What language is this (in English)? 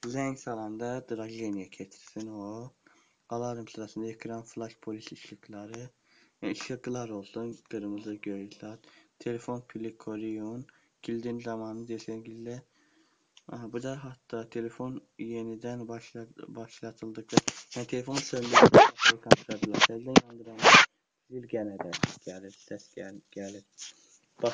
Azerbaijani